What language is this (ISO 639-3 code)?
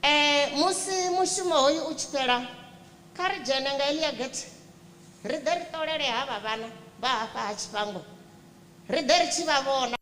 ven